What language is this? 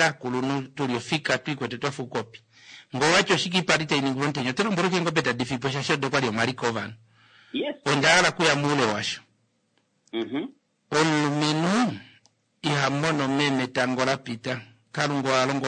Kuanyama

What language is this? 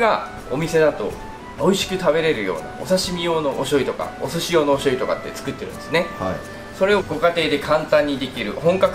Japanese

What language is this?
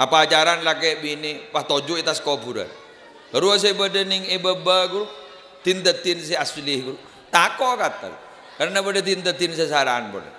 Madurese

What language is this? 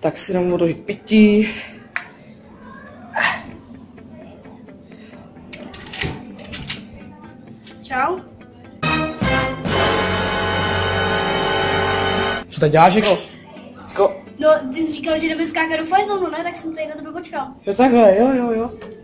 Czech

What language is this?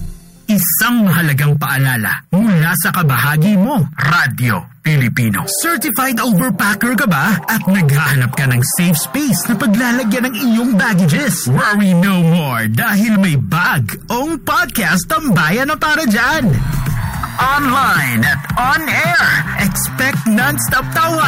Filipino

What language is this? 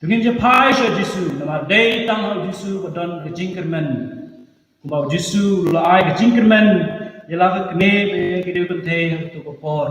Khasi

